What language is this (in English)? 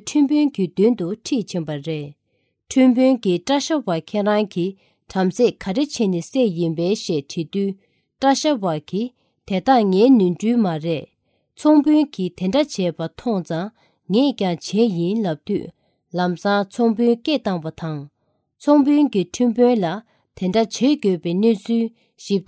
Tibetan